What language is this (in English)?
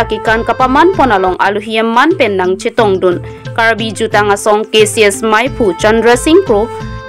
Karbi